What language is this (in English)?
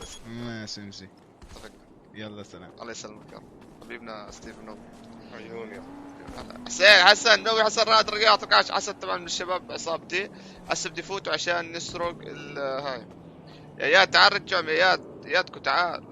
North Levantine Arabic